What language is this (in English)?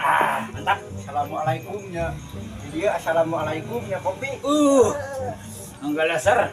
Sundanese